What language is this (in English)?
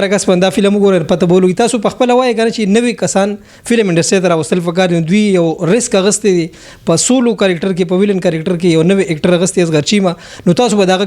Pashto